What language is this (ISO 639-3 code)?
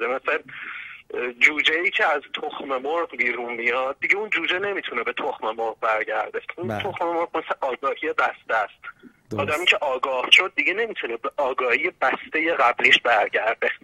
fas